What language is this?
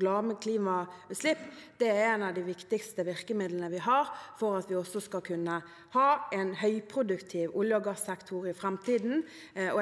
Norwegian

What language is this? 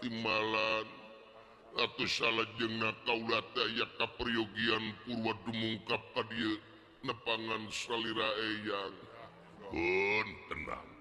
Sundanese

